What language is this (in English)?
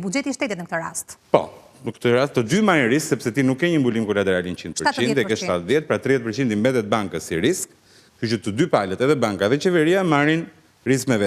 Albanian